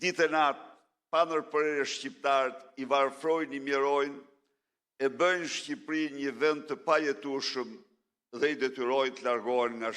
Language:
Albanian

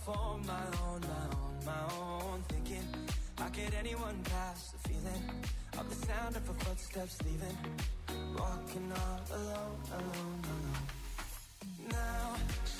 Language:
English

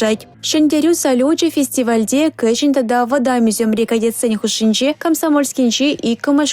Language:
Chuvash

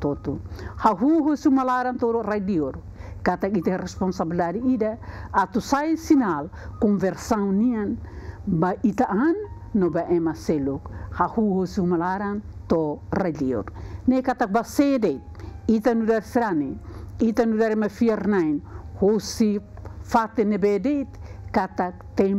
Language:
Tetum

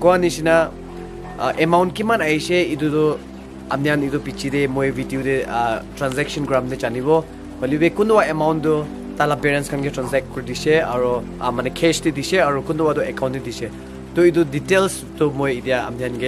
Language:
Naga Pidgin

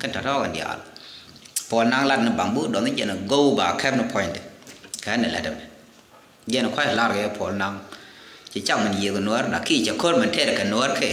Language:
Nuer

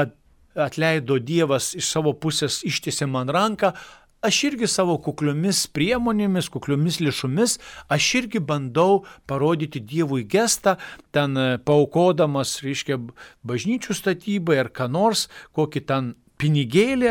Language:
Lithuanian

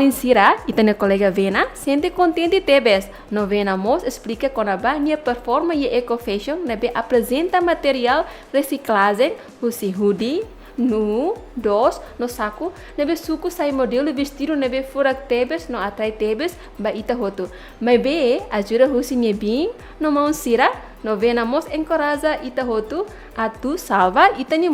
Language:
Tetum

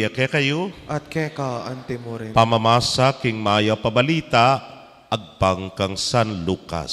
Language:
Pampanga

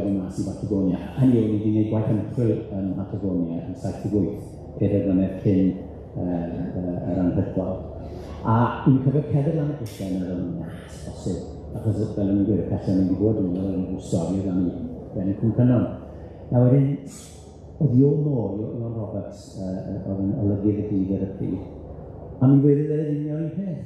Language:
Welsh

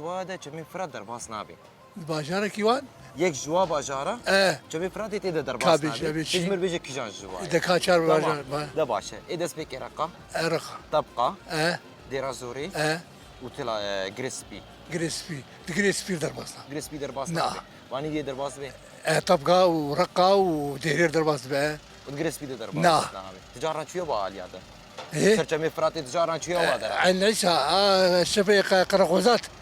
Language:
Kurdish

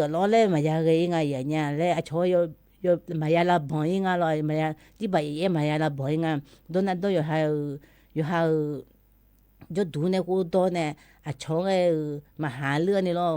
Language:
Akha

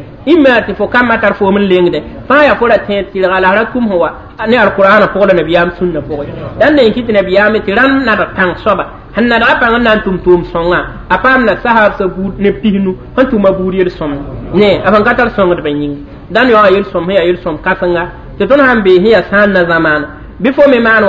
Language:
Mossi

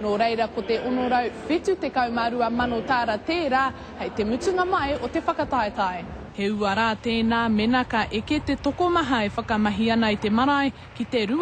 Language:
Māori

